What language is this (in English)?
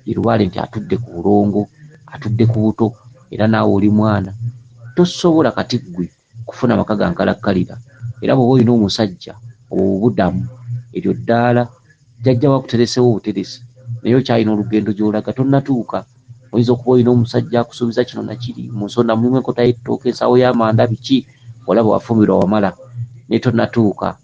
Ganda